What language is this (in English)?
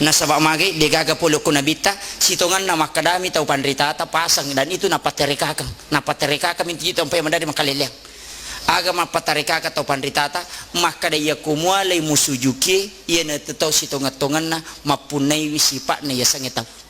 Buginese